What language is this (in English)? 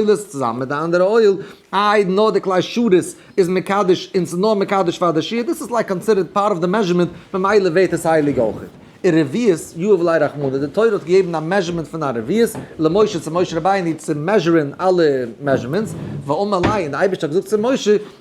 Yiddish